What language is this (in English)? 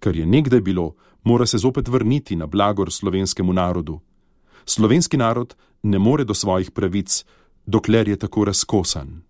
Slovenian